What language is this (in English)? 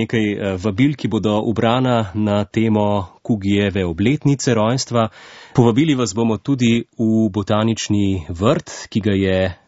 Slovenian